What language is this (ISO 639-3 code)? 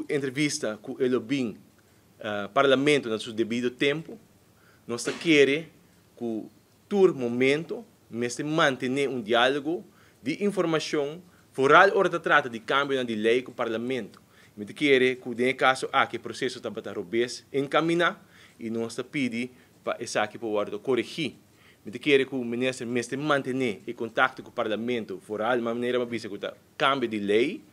pap